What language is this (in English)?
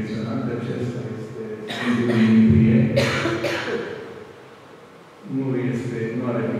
Romanian